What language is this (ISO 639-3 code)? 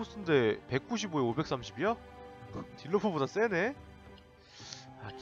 kor